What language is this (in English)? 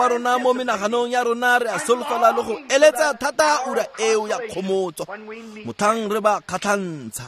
Tswana